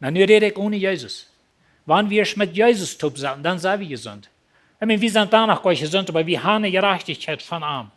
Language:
Plautdietsch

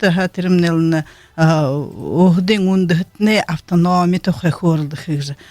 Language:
Buriat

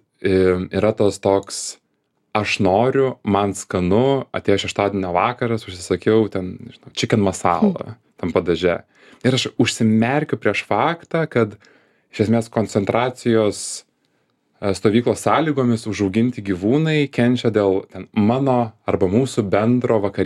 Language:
Lithuanian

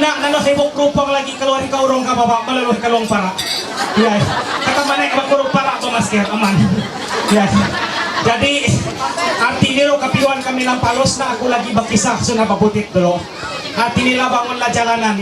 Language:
Ma'anyan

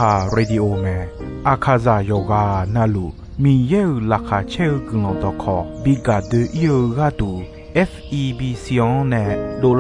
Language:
Akha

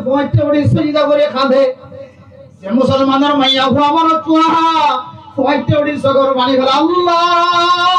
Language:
Rohingya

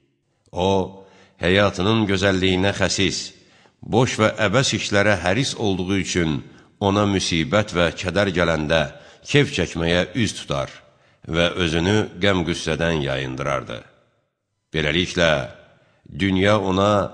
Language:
Azerbaijani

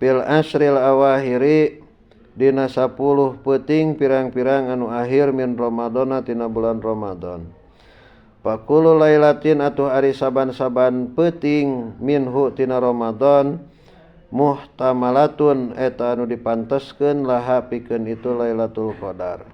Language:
Sundanese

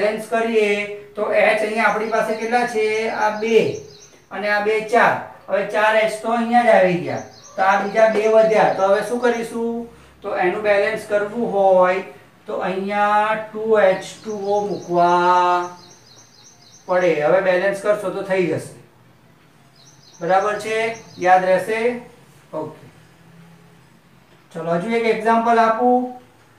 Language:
Gujarati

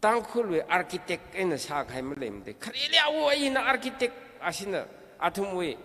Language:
Tangkhul Naga (India)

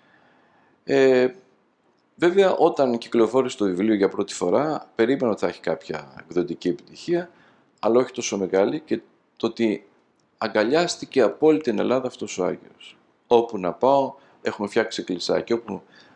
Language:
Greek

